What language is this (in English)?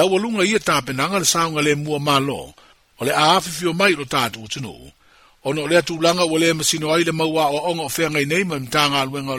Samoan